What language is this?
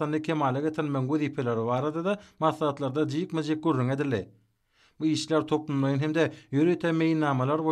Turkmen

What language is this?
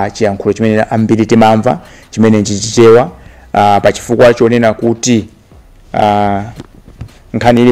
Nyanja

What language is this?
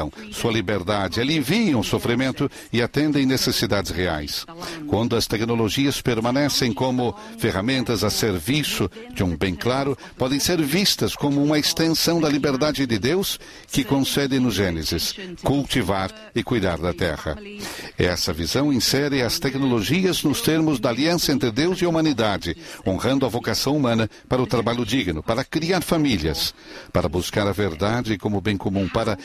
Portuguese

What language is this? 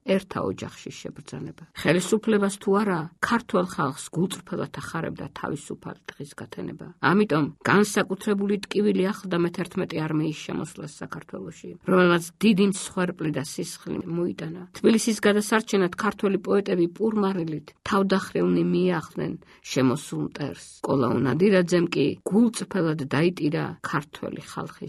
Georgian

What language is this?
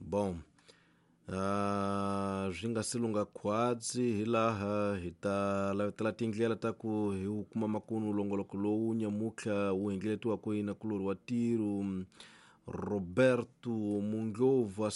Tsonga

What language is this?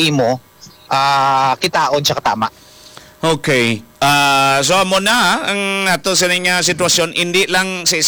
Hiligaynon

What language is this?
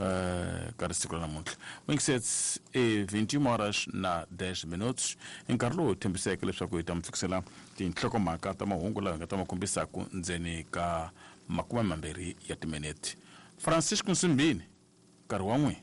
Tsonga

